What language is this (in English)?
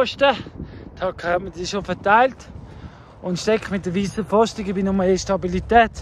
Swiss German